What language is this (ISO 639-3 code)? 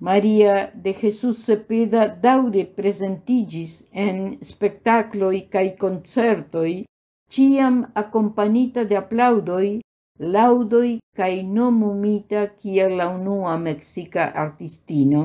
epo